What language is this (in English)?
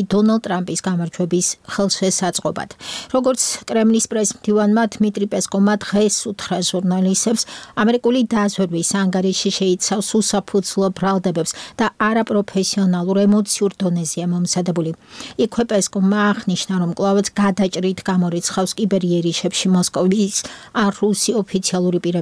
Georgian